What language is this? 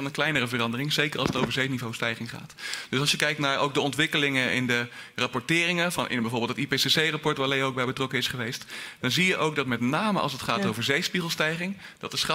Dutch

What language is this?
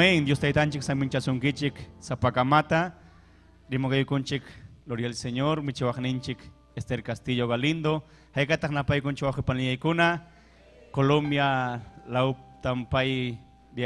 Ayacucho Quechua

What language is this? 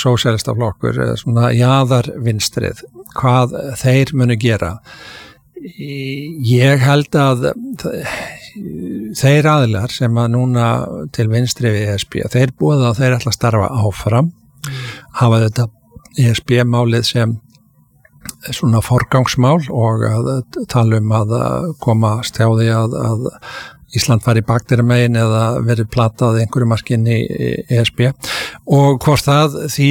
Icelandic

